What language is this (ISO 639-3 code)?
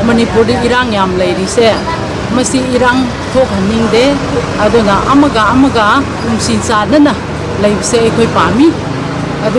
mni